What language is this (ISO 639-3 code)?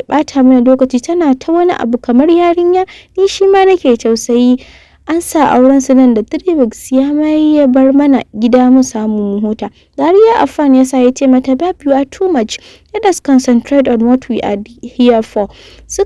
hau